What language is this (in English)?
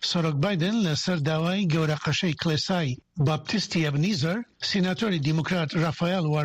Central Kurdish